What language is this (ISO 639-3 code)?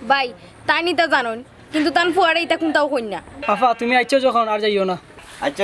syl